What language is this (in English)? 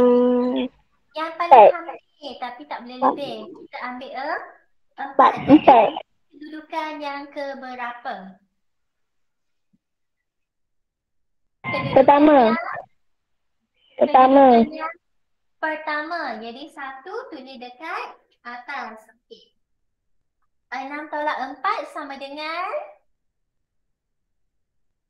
Malay